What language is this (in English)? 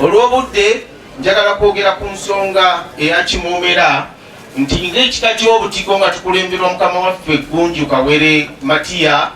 Ganda